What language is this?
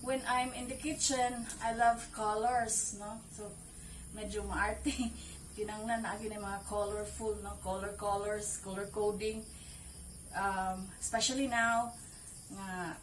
Cebuano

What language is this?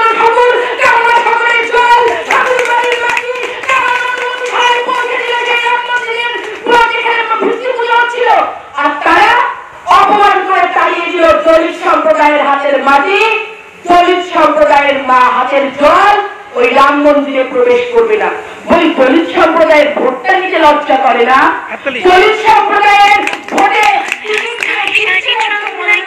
Bangla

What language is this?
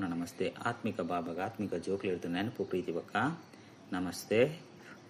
Tulu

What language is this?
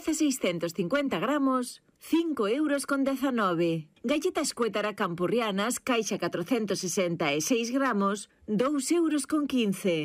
Galician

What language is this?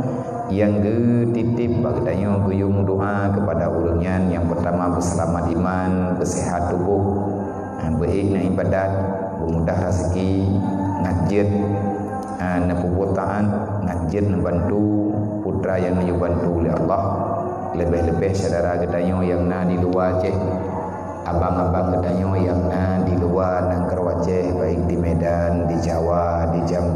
Achinese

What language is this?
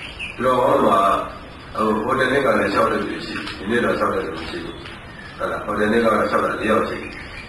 Burmese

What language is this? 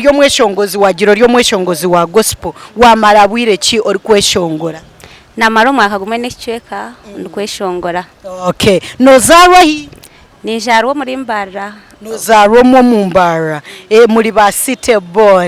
Nyankole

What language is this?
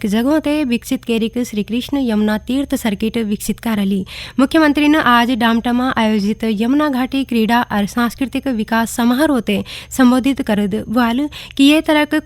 Garhwali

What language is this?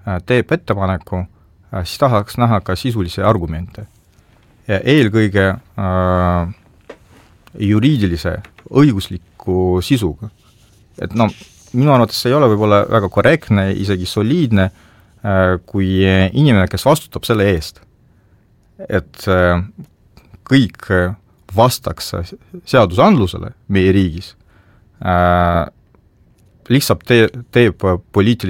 Estonian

